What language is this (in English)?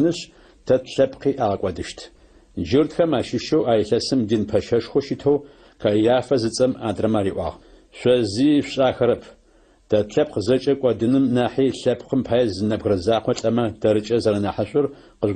Adyghe